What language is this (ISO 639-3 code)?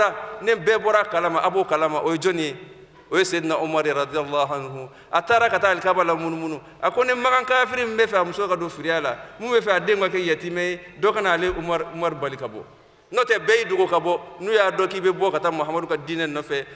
bam